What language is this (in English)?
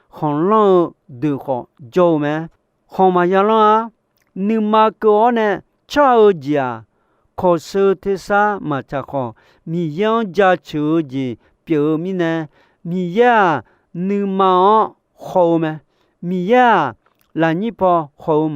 Akha